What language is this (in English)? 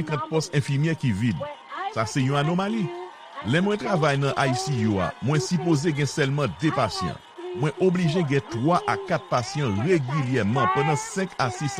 Haitian Creole